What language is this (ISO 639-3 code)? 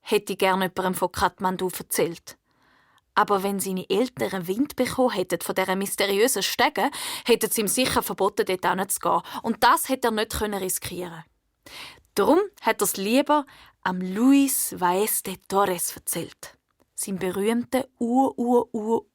gsw